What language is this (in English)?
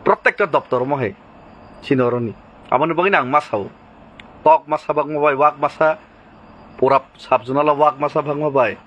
Kok Borok